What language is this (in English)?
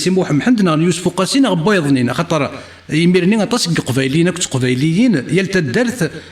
Kabyle